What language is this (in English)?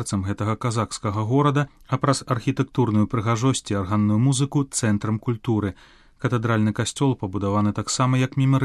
Belarusian